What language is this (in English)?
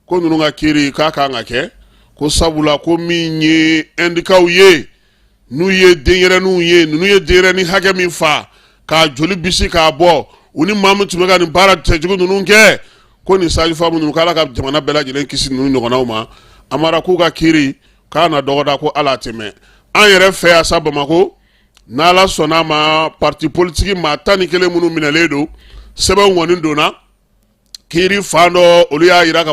Bambara